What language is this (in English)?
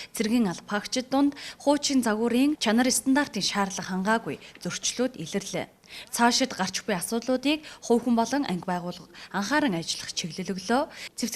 Mongolian